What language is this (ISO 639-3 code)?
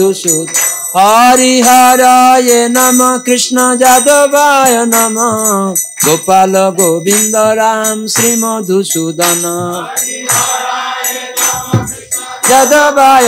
ben